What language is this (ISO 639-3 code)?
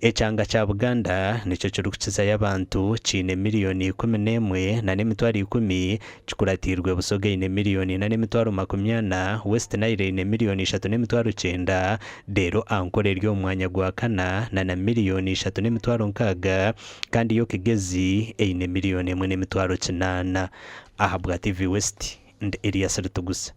nyn